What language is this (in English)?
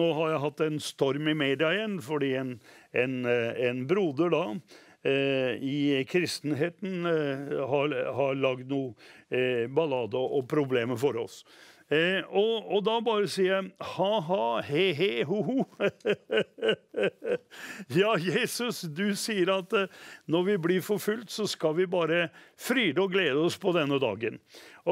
Norwegian